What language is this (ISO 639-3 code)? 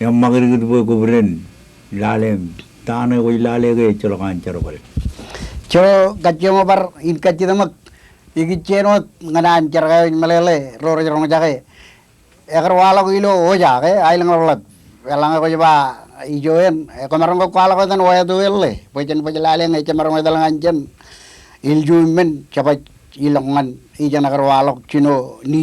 mah